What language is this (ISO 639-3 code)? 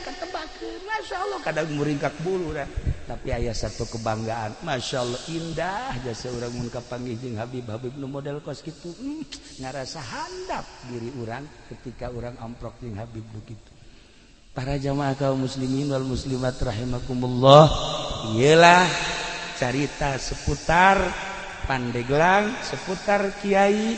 sun